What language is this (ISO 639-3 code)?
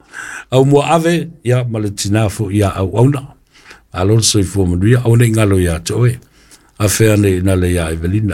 smo